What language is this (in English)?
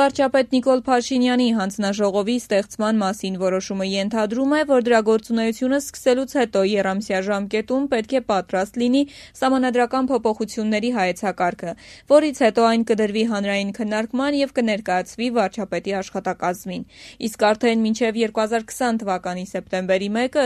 Armenian